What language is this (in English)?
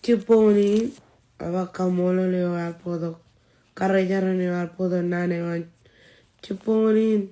Marshallese